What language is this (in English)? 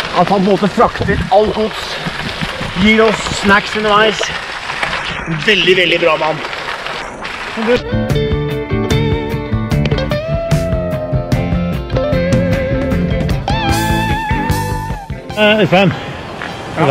Norwegian